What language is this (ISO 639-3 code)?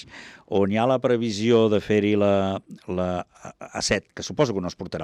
cat